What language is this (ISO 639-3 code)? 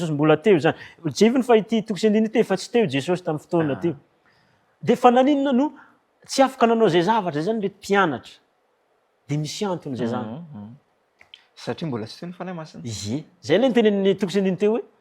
mlg